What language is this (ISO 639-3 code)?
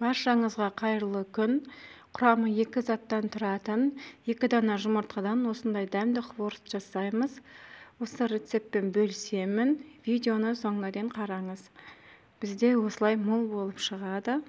kaz